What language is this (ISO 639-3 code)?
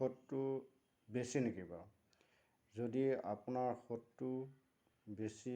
asm